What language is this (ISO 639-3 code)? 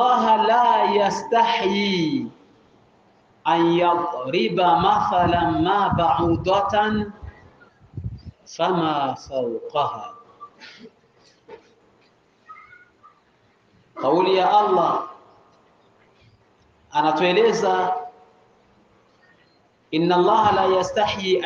swa